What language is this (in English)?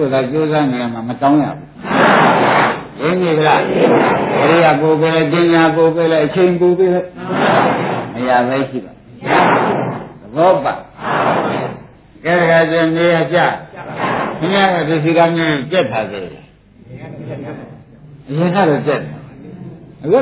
Burmese